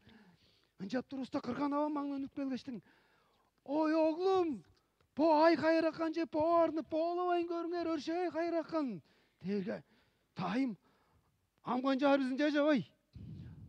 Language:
Tuvinian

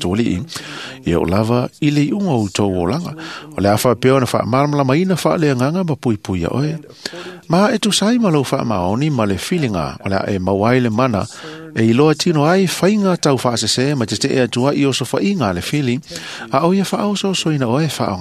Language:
Samoan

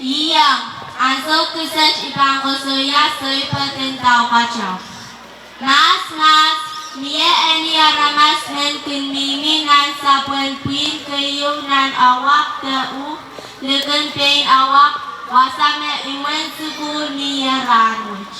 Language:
Pohnpeian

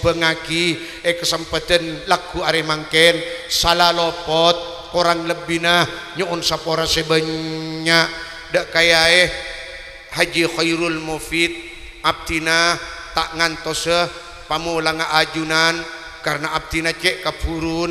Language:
Madurese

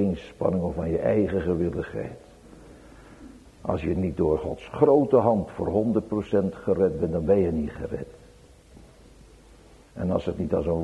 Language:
Dutch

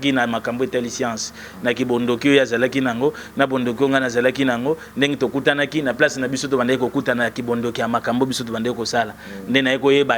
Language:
Lingala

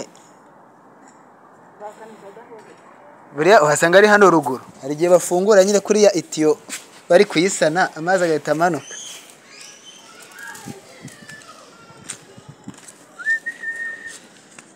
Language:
Kinyarwanda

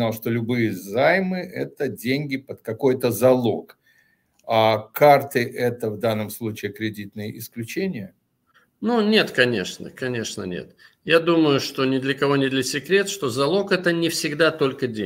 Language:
Russian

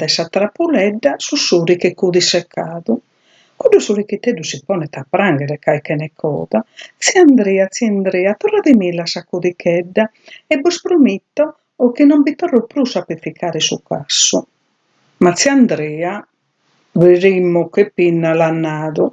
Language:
Sardinian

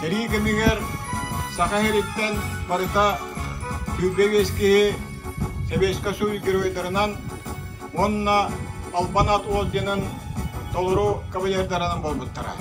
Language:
Yakut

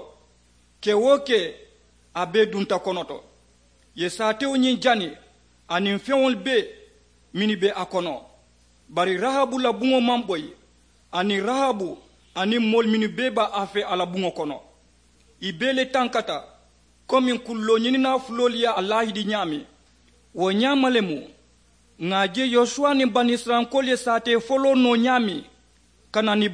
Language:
Mandingo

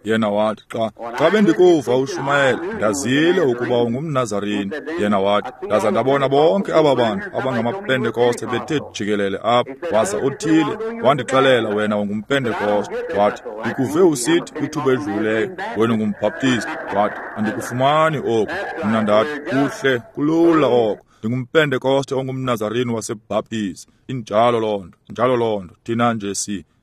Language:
Xhosa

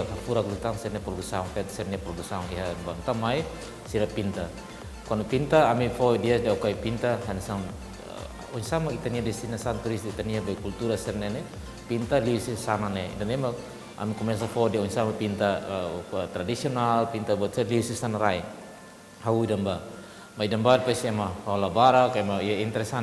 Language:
Tetum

